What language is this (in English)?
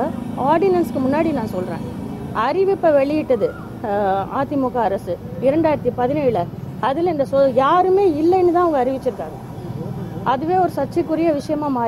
Tamil